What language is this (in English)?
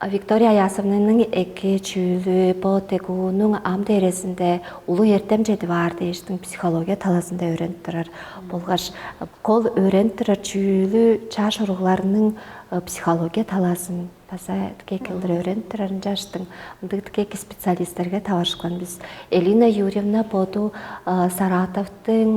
Tuvinian